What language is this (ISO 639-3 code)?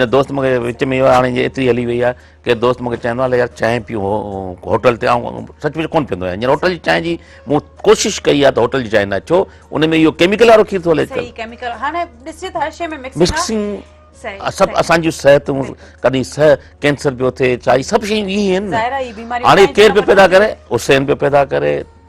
snd